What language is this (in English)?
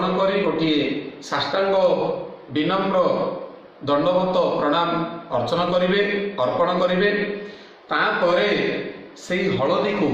Odia